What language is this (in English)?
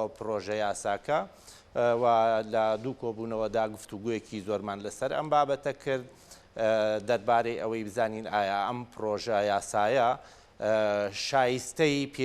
Central Kurdish